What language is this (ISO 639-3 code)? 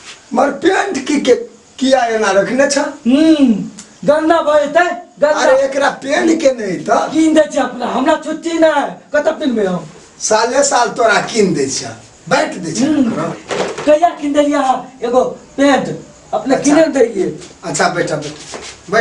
mai